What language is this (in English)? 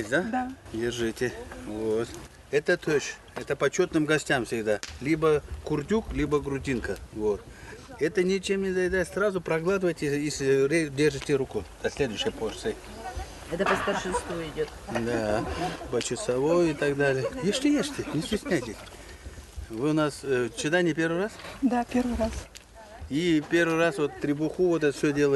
Khakas